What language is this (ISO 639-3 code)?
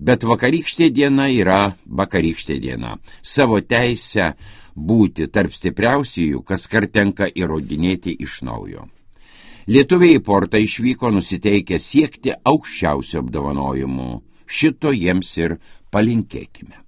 lit